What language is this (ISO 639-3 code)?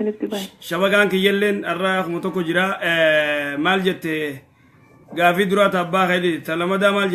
orm